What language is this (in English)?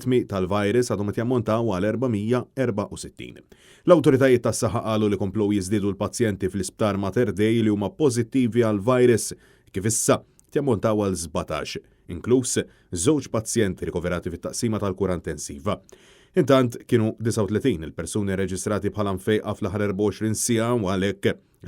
Maltese